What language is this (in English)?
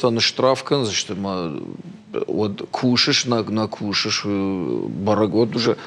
Ossetic